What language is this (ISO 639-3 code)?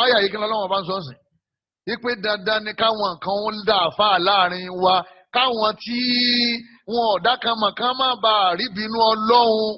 yor